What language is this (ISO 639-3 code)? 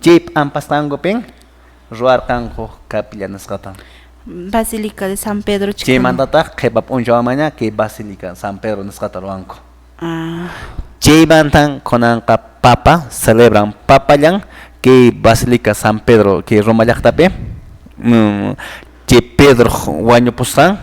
que